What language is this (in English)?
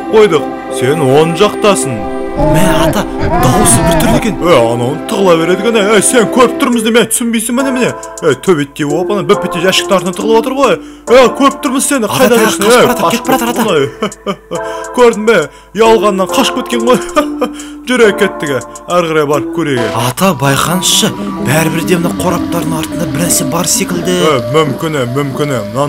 Kazakh